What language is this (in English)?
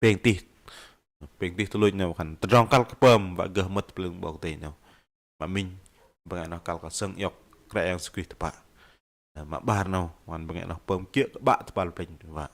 Bahnar